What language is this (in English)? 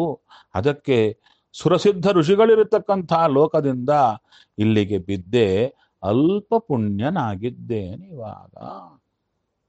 Kannada